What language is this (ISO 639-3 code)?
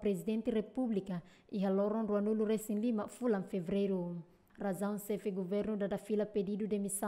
tet